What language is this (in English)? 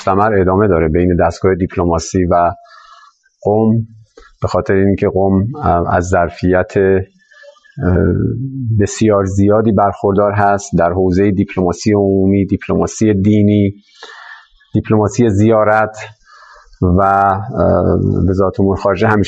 Persian